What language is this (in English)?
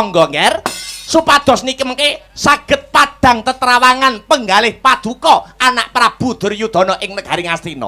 Javanese